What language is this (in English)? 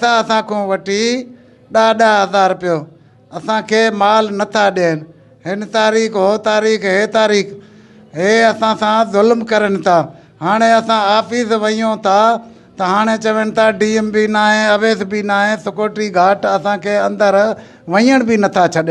Sindhi